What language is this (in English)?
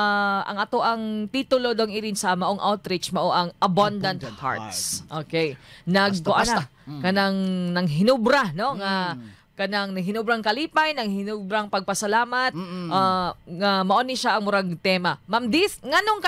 Cebuano